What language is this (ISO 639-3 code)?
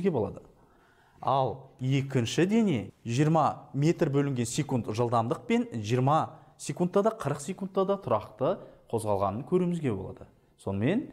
kaz